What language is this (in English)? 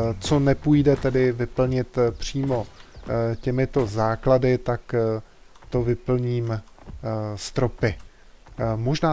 Czech